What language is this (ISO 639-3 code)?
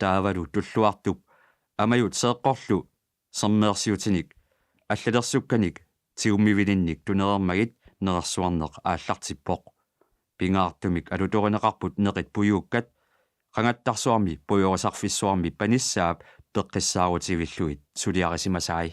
kal